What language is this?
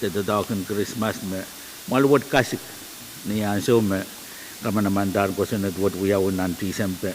Pohnpeian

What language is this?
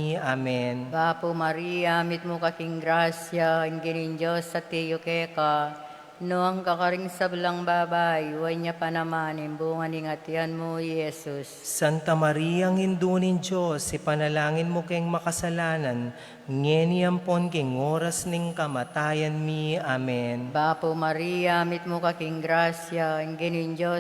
Pampanga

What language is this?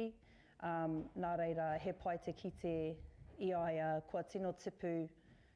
Māori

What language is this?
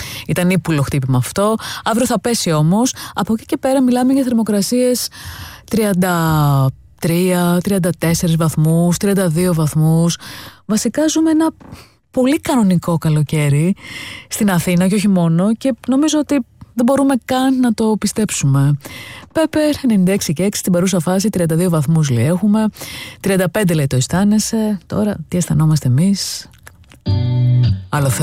Greek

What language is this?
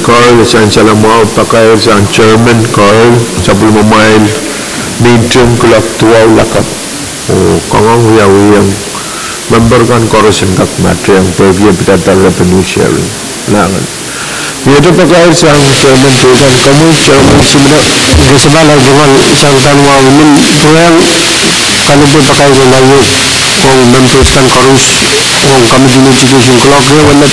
Pohnpeian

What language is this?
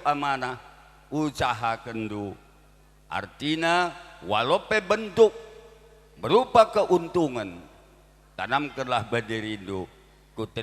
Batak Karo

